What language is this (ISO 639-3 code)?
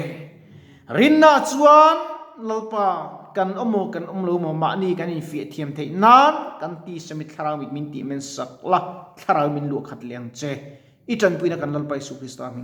lus